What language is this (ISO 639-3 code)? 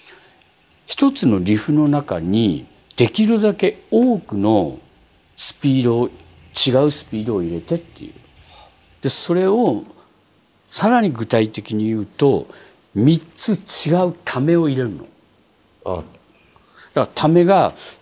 jpn